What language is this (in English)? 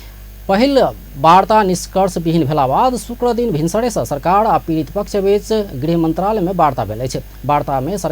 Maithili